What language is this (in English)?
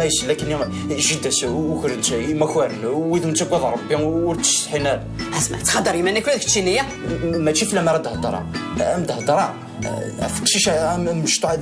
Kabyle